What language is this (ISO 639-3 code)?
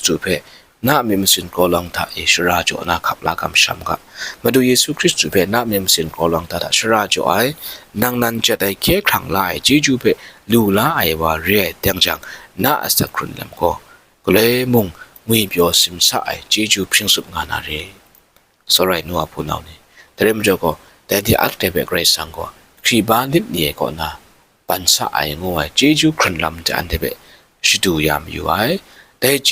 kac